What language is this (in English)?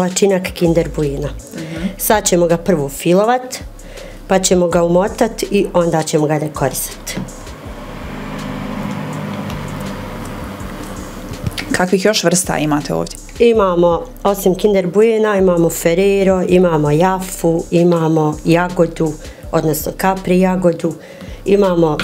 Bosnian